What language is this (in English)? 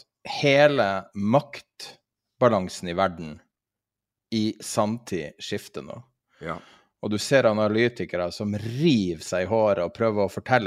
Norwegian